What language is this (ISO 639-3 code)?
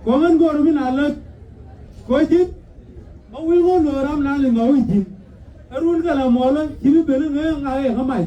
nus